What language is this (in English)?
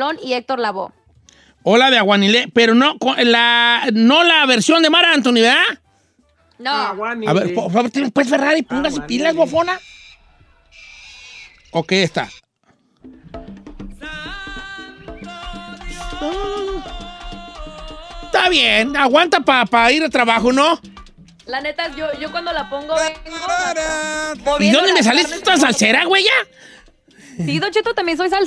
Spanish